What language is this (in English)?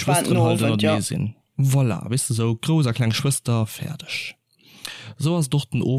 Luxembourgish